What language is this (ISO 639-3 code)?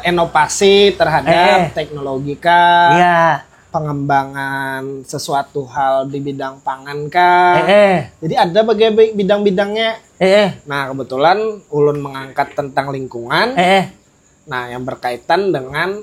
bjn